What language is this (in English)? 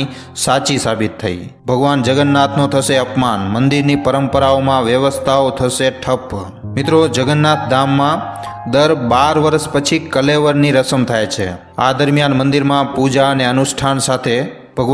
Gujarati